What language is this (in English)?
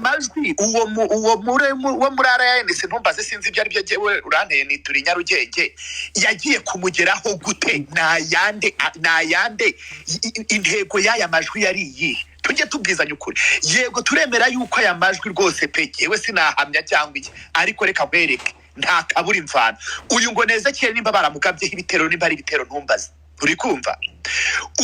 Kinyarwanda